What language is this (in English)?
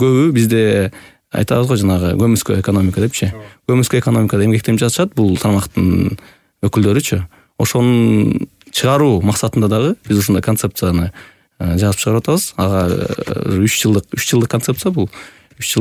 Kyrgyz